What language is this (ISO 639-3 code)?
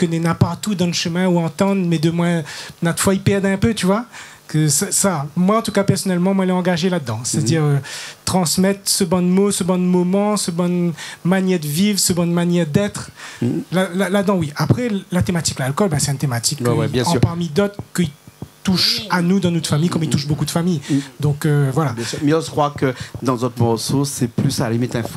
rcf